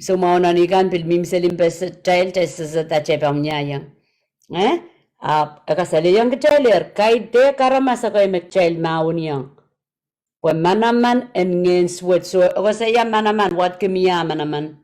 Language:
Pohnpeian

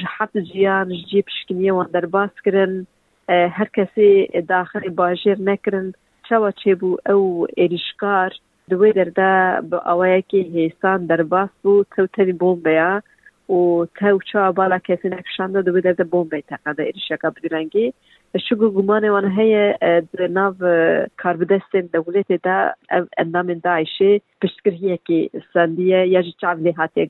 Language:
Kurdish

